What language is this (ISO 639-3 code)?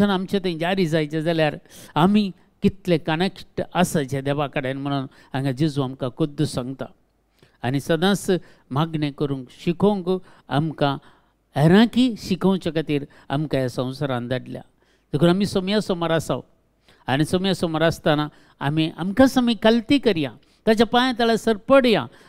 kok